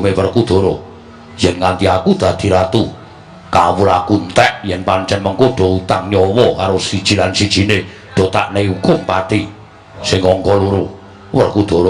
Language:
Javanese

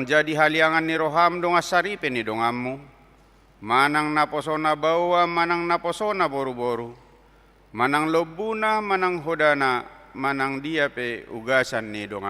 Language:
Batak Toba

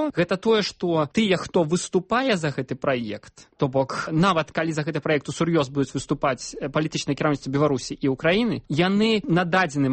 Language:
Belarusian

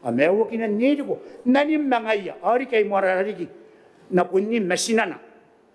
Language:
Gilbertese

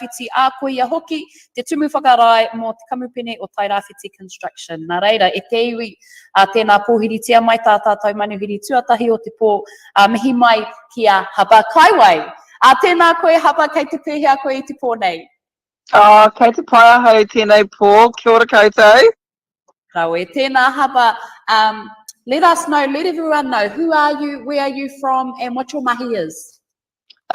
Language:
Māori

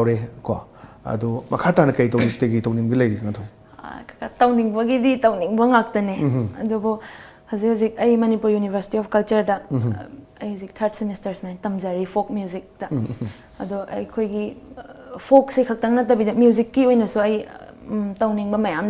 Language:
Manipuri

